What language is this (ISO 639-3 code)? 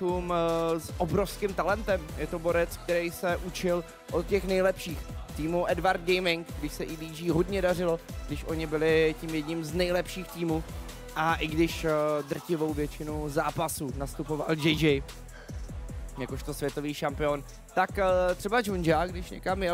ces